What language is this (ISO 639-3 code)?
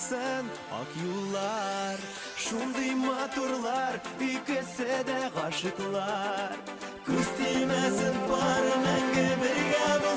bak